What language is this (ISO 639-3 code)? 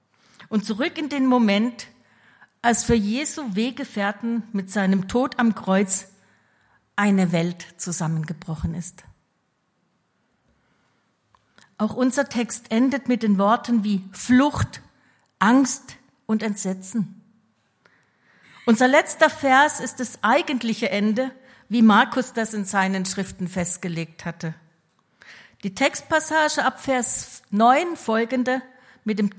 deu